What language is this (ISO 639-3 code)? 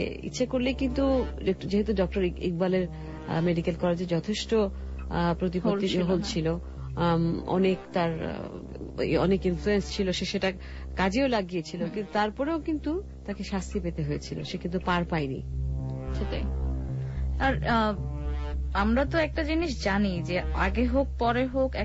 ben